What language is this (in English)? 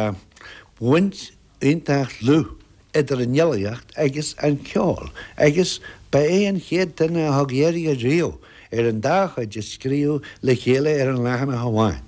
Irish